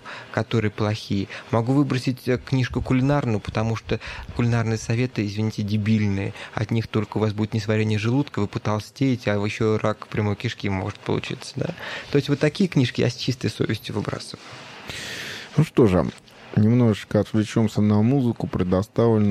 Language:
Russian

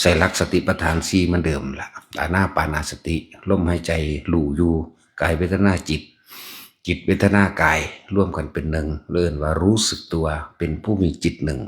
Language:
Northeastern Thai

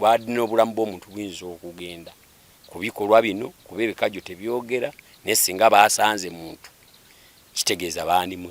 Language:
Ganda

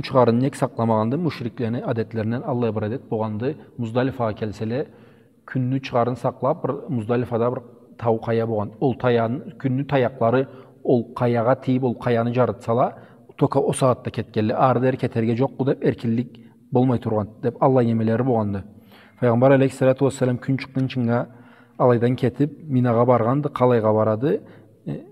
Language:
Karachay-Balkar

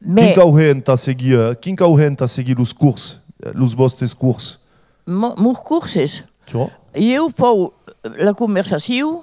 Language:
Occitan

